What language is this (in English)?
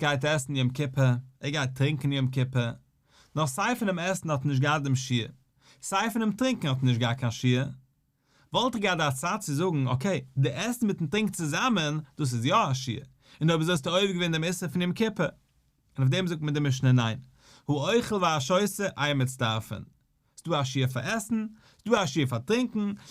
Yiddish